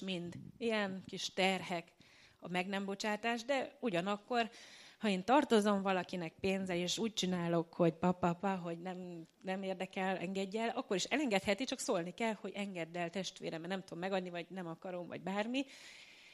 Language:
Hungarian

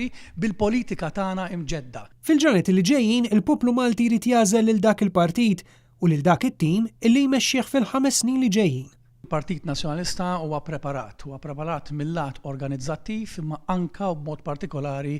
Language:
Maltese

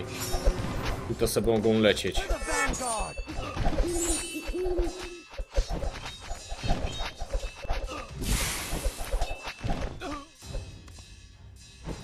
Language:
Polish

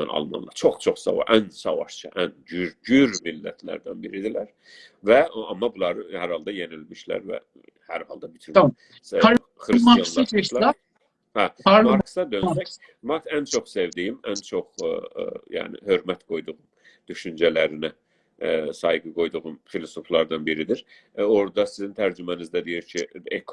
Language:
South Azerbaijani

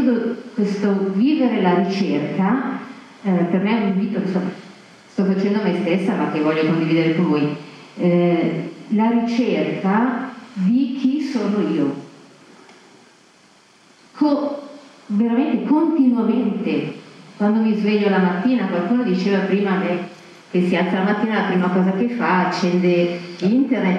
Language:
Italian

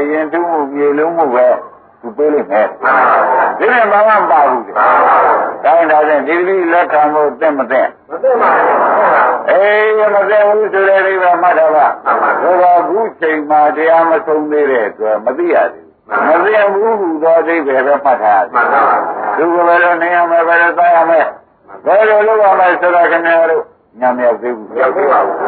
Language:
Burmese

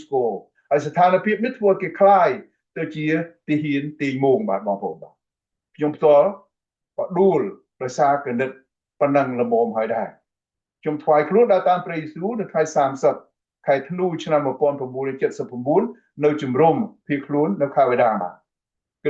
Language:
Khmer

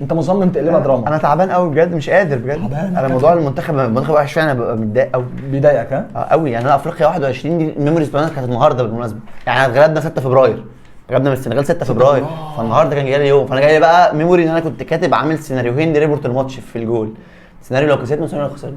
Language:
Egyptian Arabic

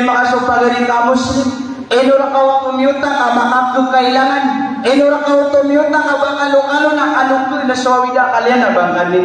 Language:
Maranao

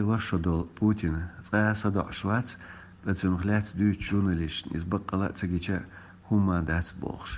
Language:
Chechen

